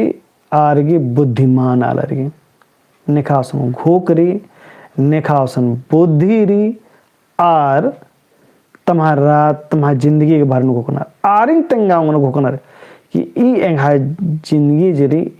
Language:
Kurukh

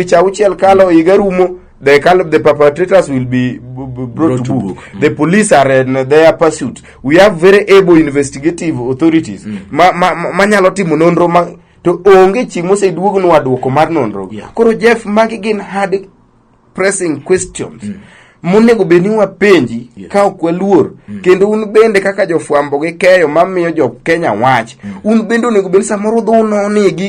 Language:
Luo (Kenya and Tanzania)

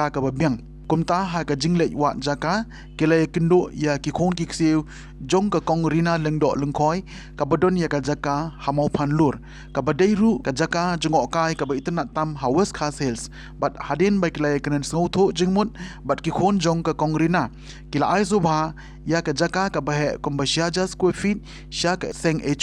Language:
Khasi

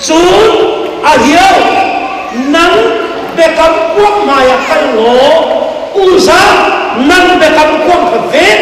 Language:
Hakha Chin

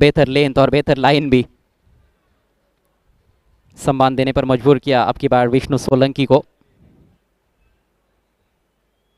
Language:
Hindi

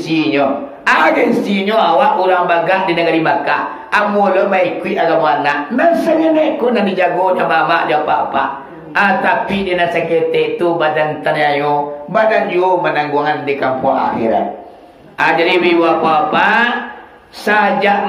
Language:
Minangkabau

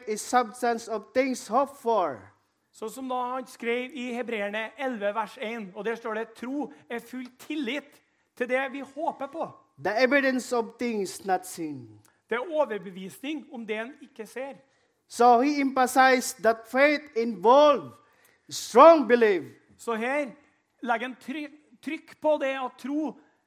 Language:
Norwegian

